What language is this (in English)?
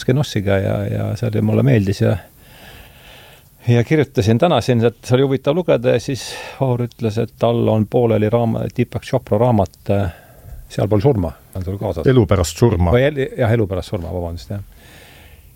Estonian